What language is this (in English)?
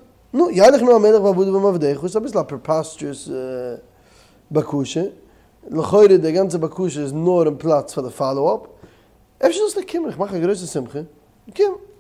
Yiddish